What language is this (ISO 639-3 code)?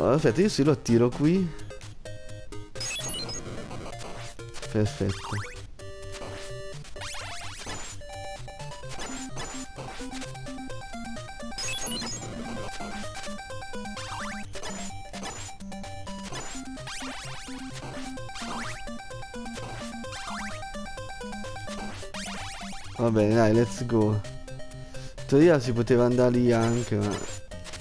ita